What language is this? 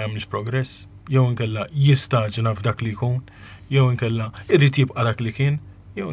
Maltese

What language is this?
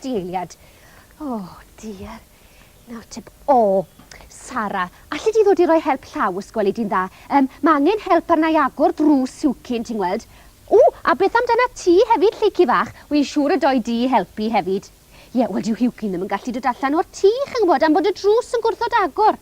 Welsh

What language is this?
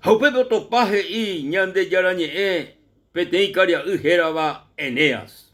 Guarani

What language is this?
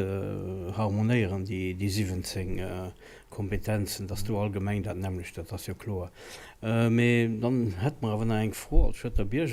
Luxembourgish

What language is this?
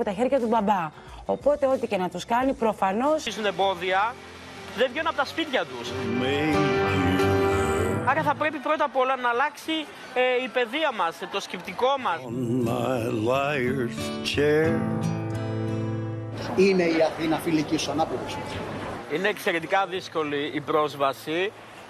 Greek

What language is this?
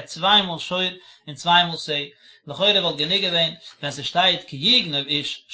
Yiddish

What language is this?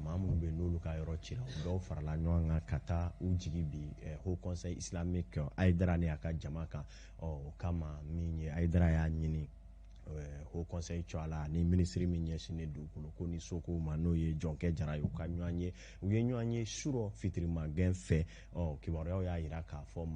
Bambara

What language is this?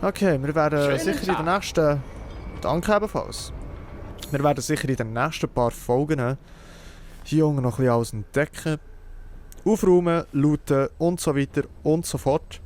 Swiss German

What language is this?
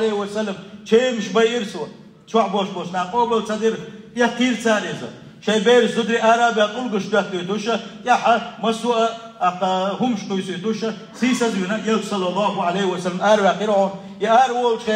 Chechen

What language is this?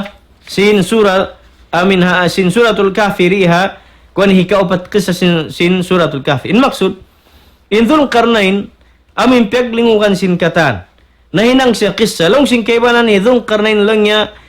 Tausug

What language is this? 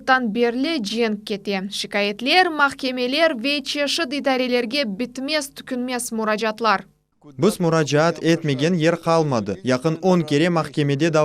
Crimean Tatar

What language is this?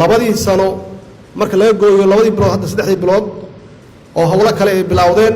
Somali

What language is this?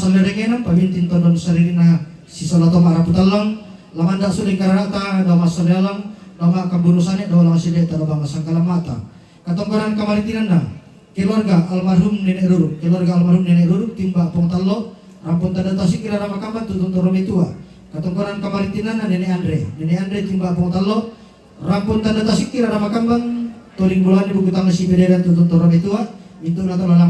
Toraja-Sa'dan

